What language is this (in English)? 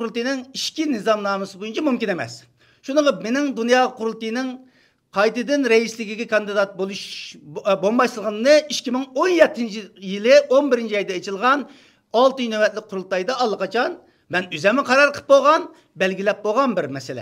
Uyghur